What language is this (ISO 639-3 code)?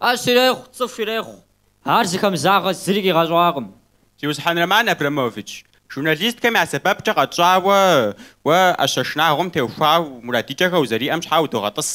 kbd